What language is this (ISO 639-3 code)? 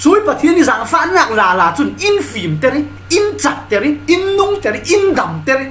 cfm